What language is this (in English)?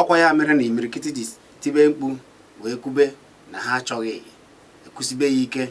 Igbo